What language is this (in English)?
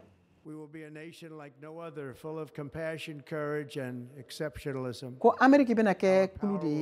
Bambara